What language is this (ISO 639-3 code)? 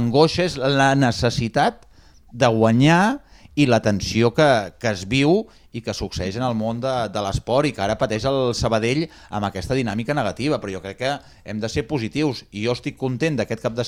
cat